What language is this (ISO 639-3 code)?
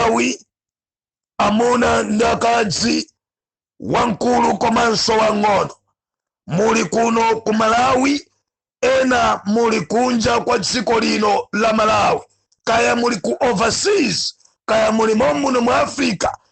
nya